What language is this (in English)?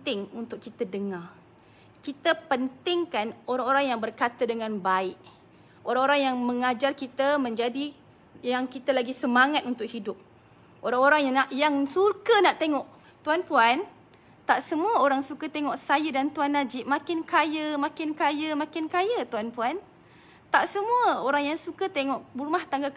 Malay